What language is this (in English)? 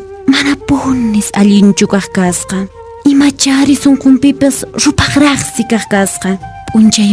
Quechua